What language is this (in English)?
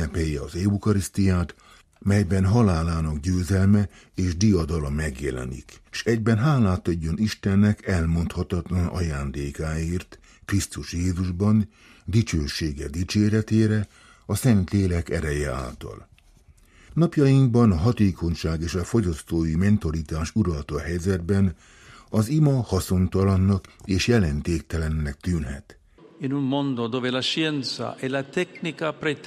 Hungarian